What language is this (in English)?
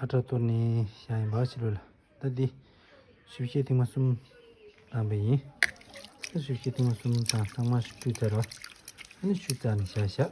Tibetan